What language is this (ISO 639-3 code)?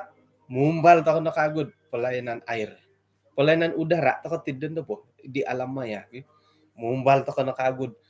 dtp